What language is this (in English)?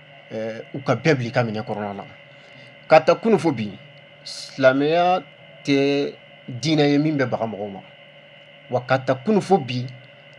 Bambara